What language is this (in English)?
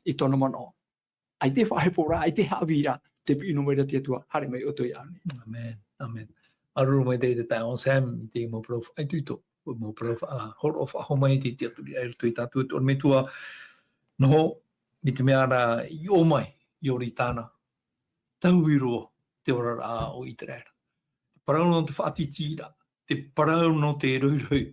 Tahitian